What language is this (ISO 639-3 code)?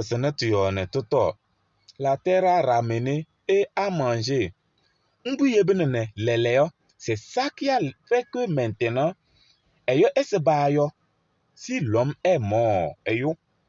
kbp